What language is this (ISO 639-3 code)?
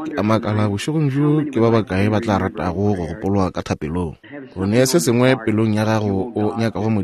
nso